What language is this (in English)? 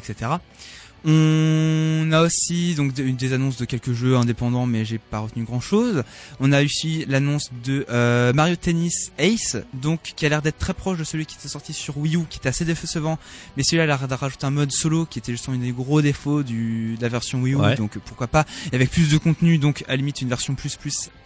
French